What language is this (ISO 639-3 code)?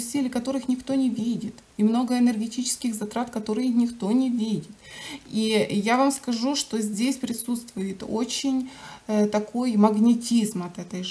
rus